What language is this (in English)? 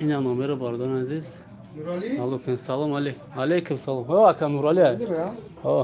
Tajik